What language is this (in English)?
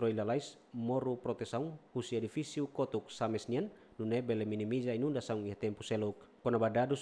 Tetum